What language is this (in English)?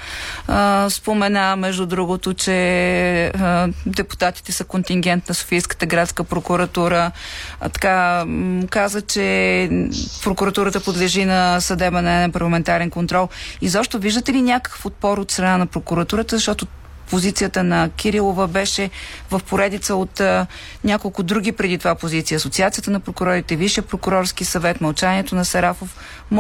Bulgarian